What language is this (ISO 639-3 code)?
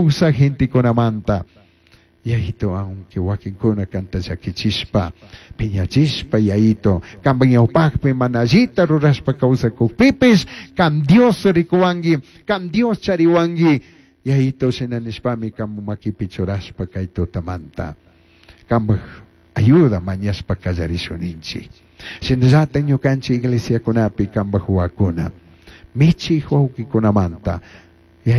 qug